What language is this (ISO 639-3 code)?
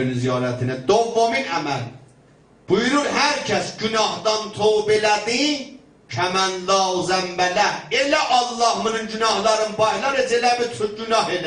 azb